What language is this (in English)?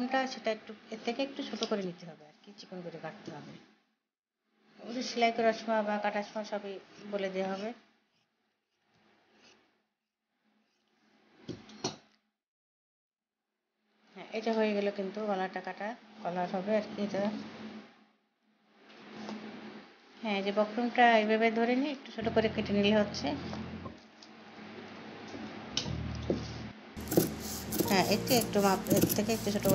Bangla